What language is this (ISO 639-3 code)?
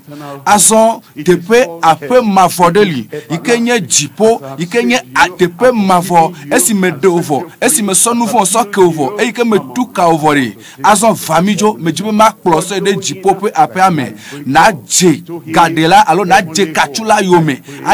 ewe